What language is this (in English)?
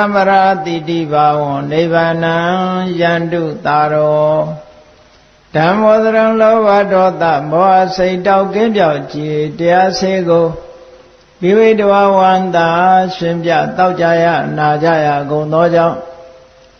Burmese